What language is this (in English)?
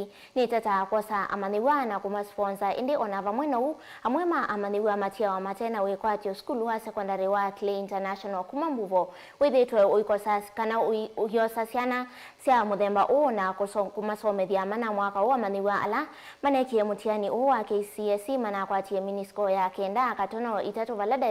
Kamba